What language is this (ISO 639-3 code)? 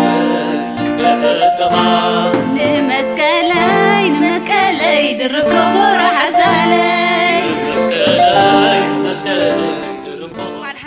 tir